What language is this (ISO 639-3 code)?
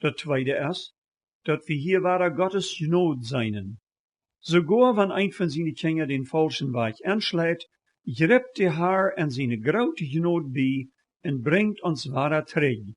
pdt